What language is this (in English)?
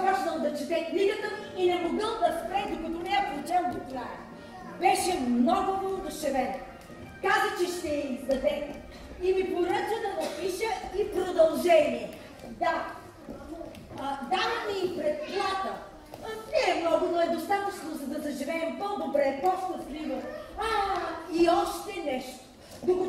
Bulgarian